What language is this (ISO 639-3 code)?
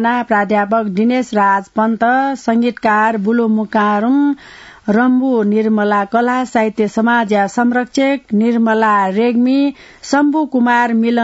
new